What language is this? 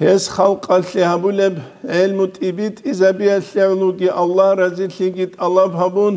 Avaric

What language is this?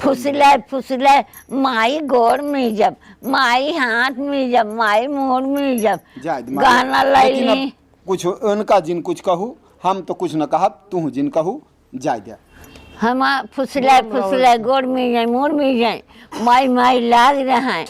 Awadhi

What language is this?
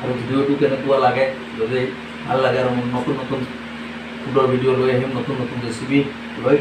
Assamese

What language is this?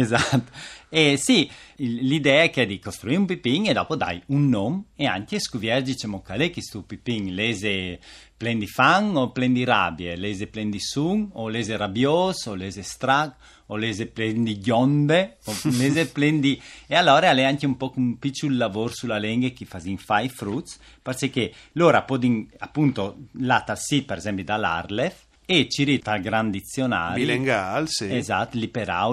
Friulian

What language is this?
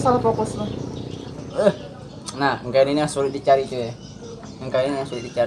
Banjar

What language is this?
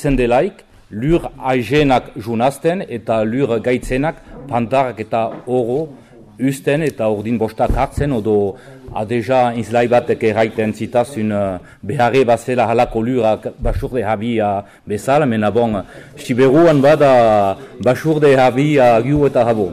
Basque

